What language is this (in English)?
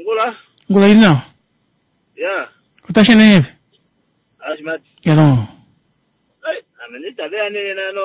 Kuanyama